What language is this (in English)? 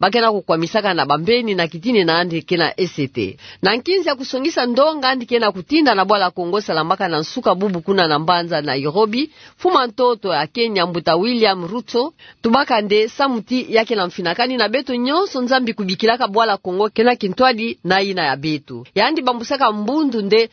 Kituba (Democratic Republic of Congo)